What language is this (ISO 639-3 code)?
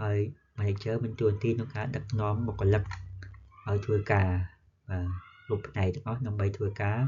khm